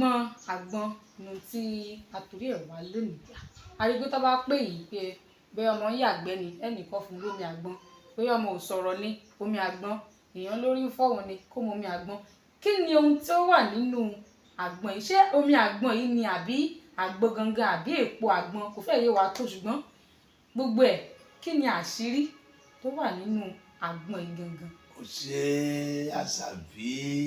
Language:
Yoruba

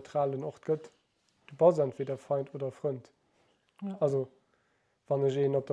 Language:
Luxembourgish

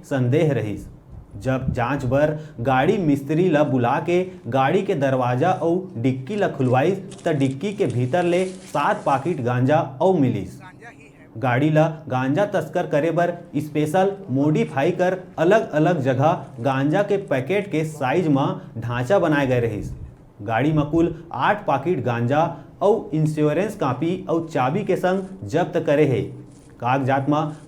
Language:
Chhattisgarhi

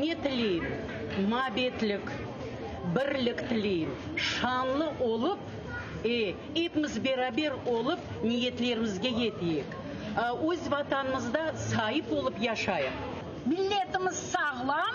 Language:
Crimean Tatar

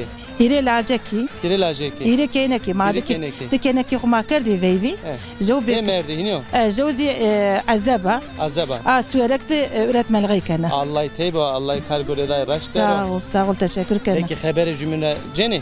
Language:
Zaza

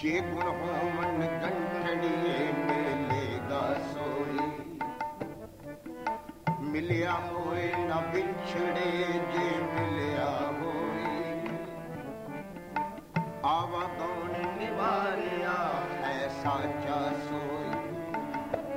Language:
Punjabi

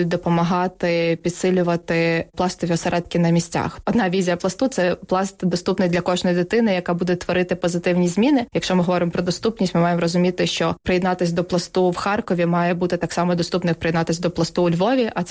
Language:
Ukrainian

